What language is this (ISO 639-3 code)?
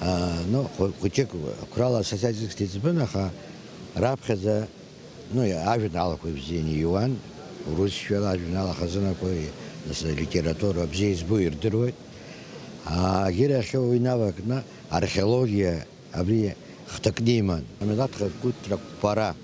abk